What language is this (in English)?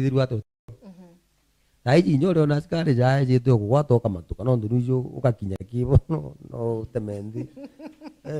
Meru